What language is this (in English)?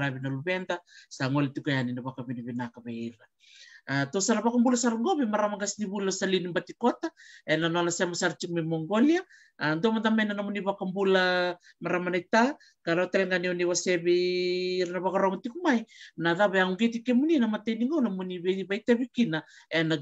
Fijian